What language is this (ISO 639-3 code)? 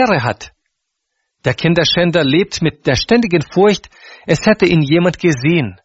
deu